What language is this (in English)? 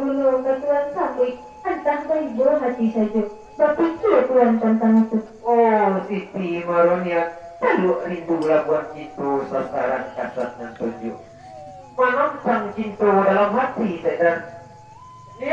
Minangkabau